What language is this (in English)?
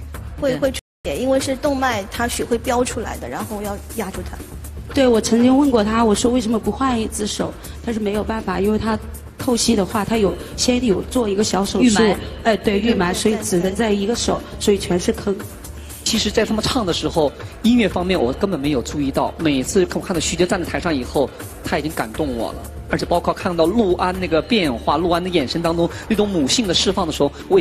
Chinese